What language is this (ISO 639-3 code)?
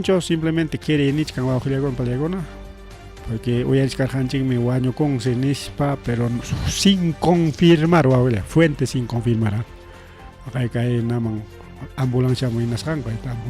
quy